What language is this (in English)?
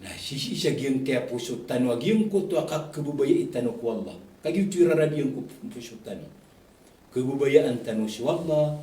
Maranao